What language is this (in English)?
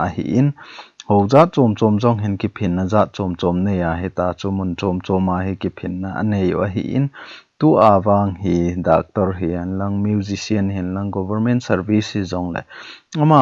Thado Chin